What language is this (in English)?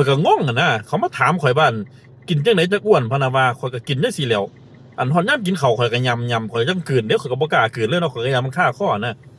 Northeastern Thai